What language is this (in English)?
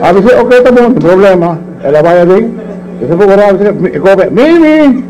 Papiamento